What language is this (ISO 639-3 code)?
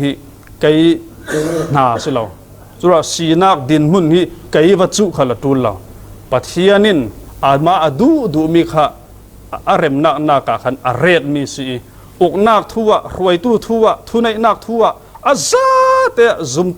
cfm